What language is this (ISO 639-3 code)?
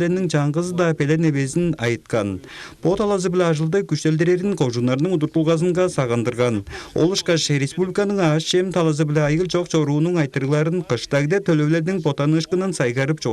tyv